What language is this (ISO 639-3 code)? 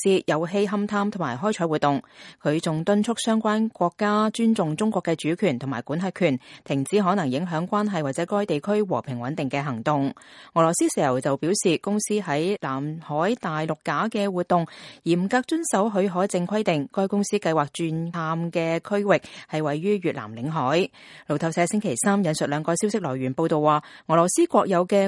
yue